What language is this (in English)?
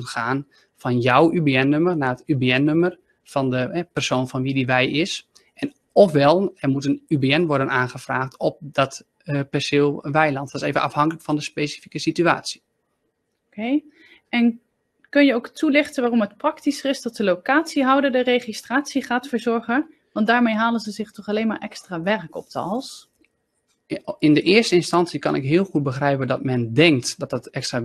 Dutch